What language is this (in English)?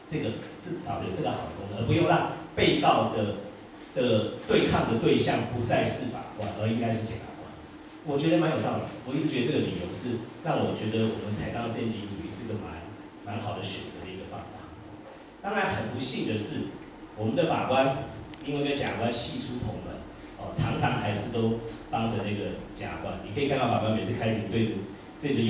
Chinese